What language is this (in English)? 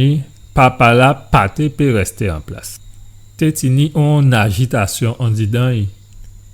Guadeloupean Creole French